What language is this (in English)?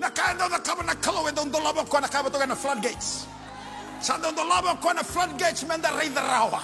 Fijian